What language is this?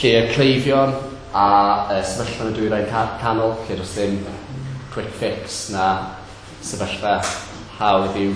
Welsh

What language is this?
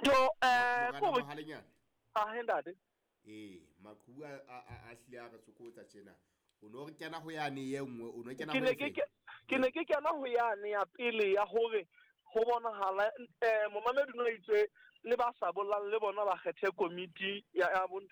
Southern Sotho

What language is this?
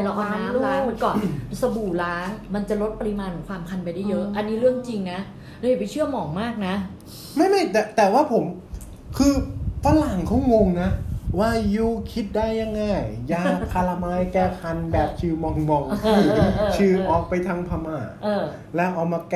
Thai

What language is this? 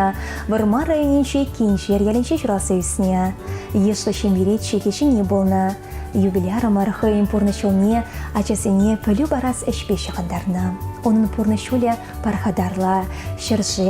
Chuvash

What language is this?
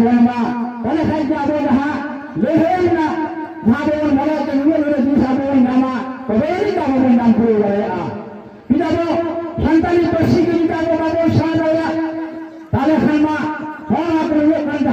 Santali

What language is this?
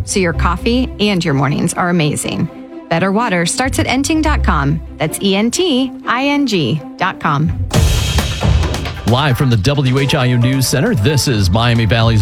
English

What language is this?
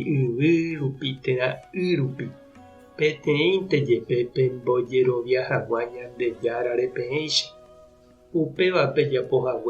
Guarani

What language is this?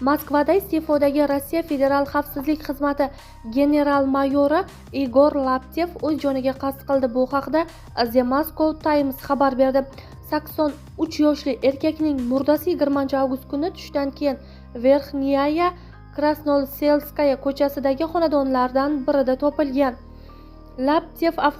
Uzbek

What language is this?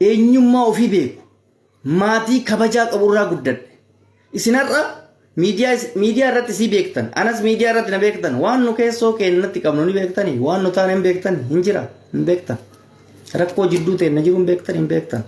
Oromo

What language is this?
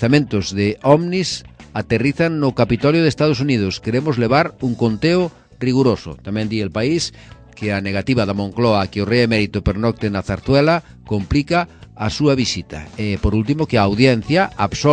Galician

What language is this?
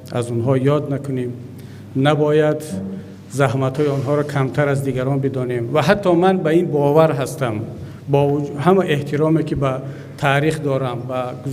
Tajik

